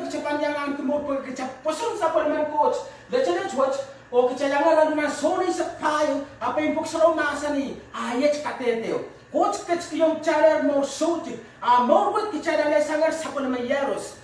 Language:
Pohnpeian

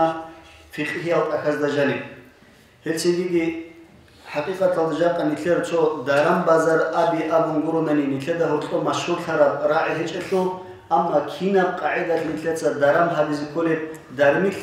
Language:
Avaric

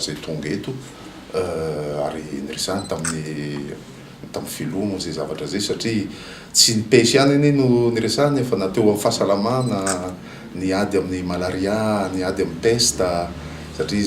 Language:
Malagasy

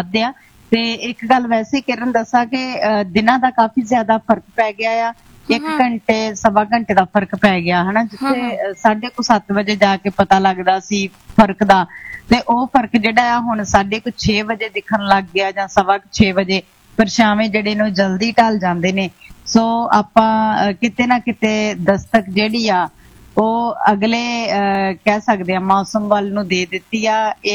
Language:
Punjabi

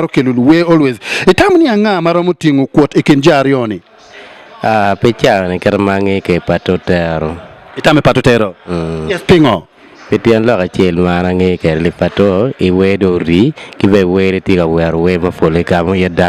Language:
Acoli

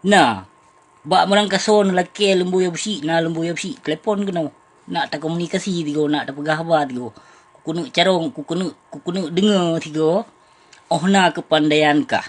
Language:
Achinese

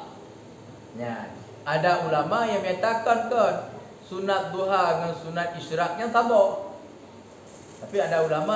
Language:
Achinese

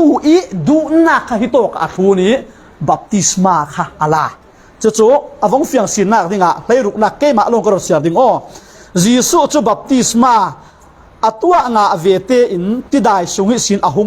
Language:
Falam Chin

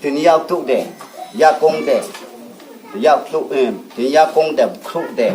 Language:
Riang (India)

